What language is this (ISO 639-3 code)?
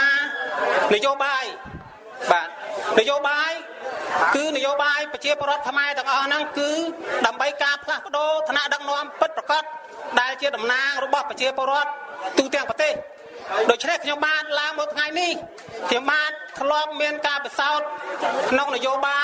khm